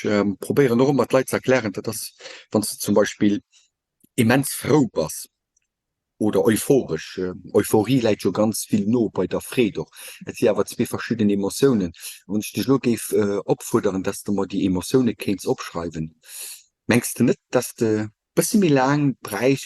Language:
Luxembourgish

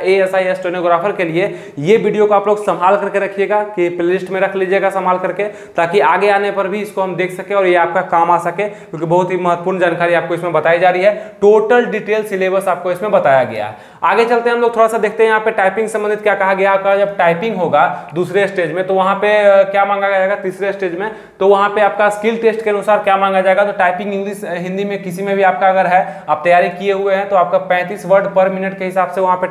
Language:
Hindi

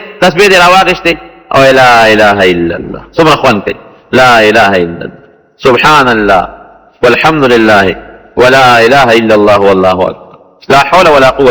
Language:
Pashto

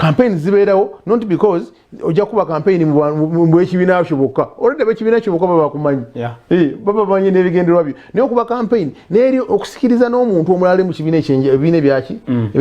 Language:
Ganda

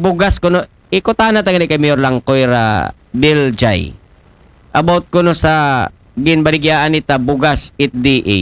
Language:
Aklanon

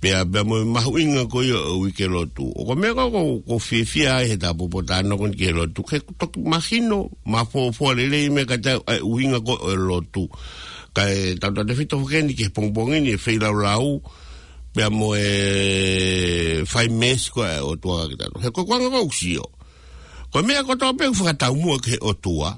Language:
Tongan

